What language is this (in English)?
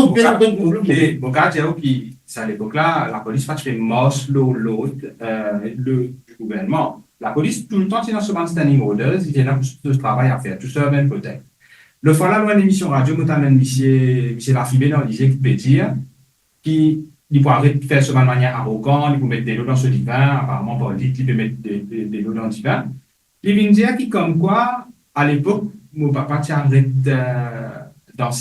Morisyen